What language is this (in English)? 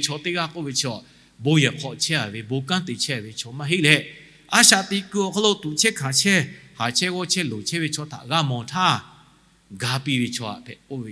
Lahu